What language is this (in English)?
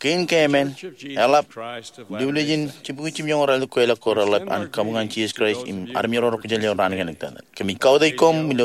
Marshallese